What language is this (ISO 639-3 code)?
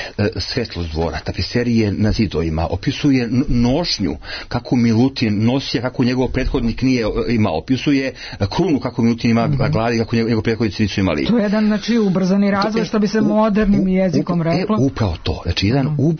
srp